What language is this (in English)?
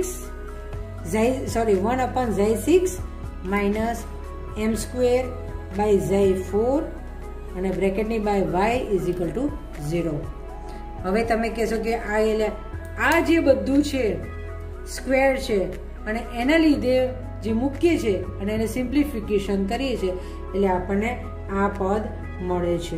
Gujarati